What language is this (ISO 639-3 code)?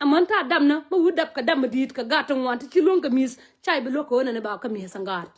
nus